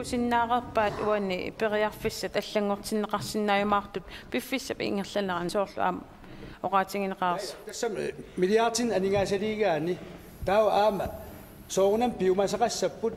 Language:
Kalaallisut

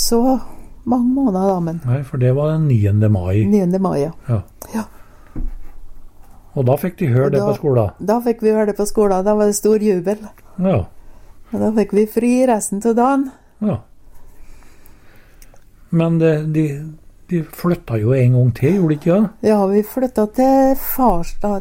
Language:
Norwegian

